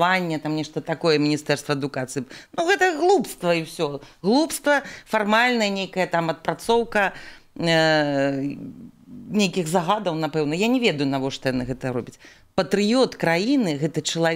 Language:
Belarusian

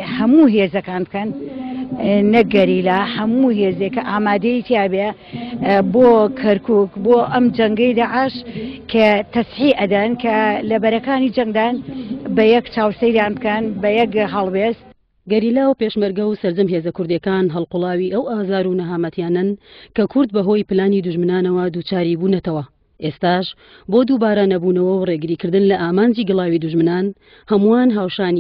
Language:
Central Kurdish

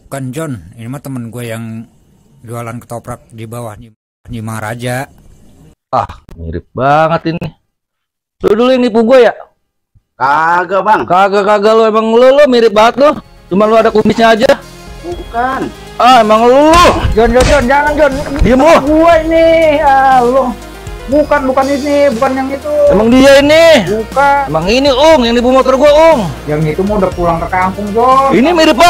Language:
Betawi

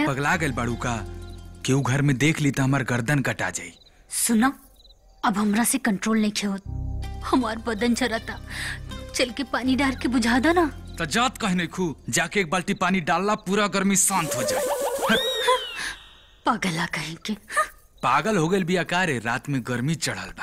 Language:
Bhojpuri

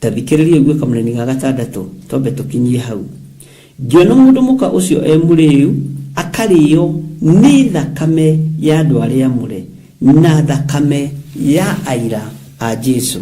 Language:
Kikuyu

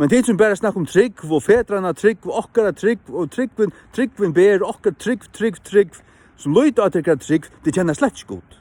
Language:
Faroese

